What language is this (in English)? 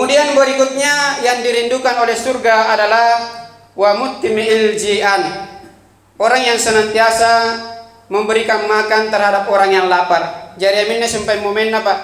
Makasar